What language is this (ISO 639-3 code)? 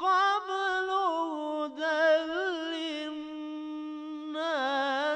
ben